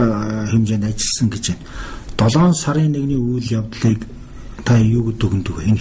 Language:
Mongolian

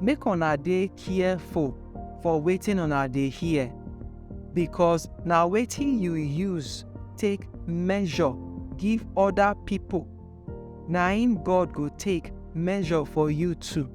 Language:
Nigerian Pidgin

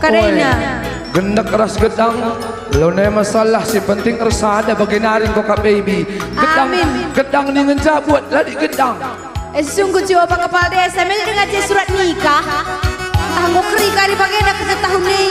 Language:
Batak Karo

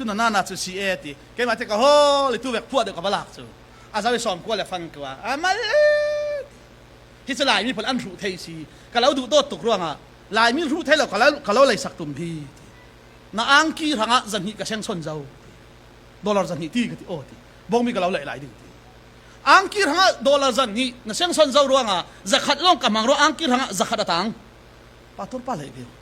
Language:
Falam Chin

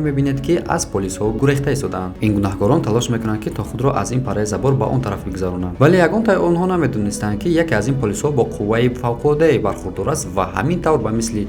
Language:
Tajik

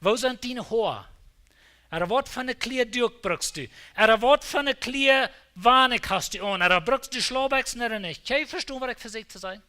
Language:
Plautdietsch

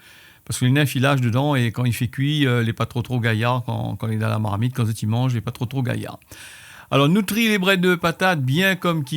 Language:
Réunion Creole French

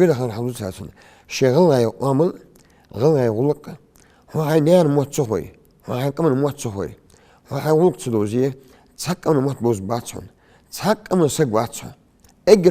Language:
Ingush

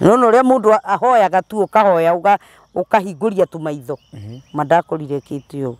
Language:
Kikuyu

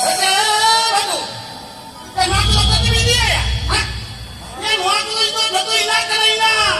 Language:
Santali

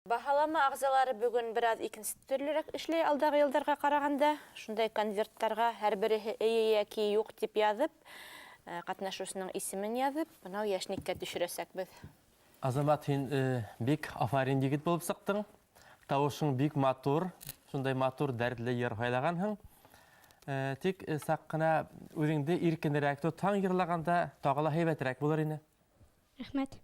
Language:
Bashkir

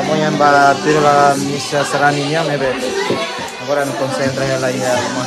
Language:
Tetum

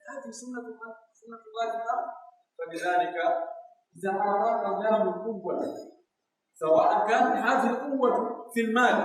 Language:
Pular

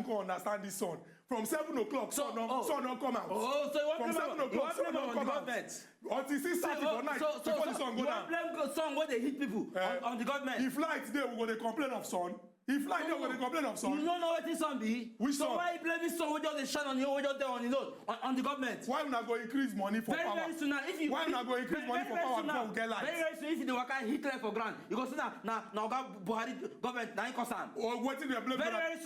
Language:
Nigerian Pidgin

